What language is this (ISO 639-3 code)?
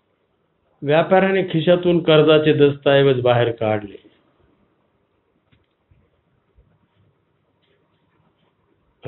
mar